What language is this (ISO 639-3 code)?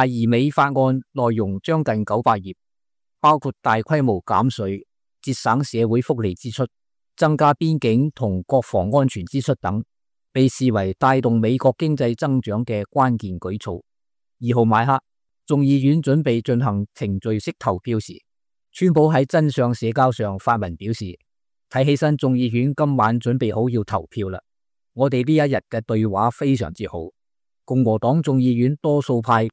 yue